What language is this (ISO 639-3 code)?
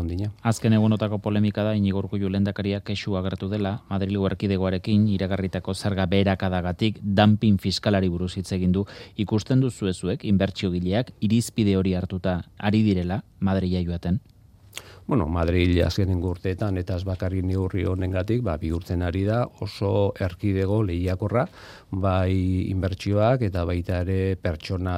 eus